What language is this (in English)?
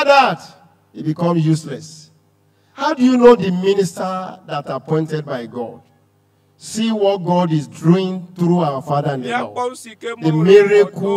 Ewe